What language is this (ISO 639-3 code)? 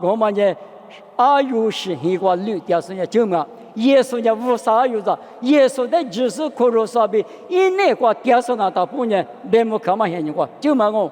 lis